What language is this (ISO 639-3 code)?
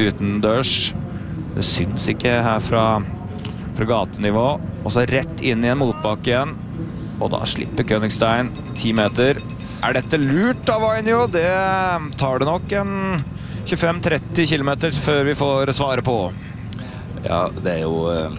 nor